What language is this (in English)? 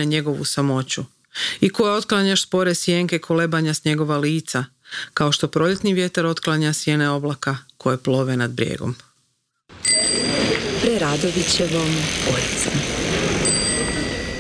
Croatian